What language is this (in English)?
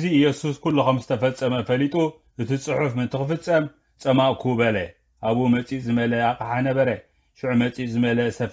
Tigrinya